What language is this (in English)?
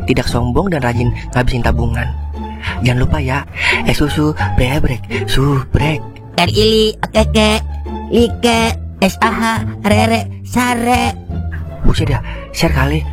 Betawi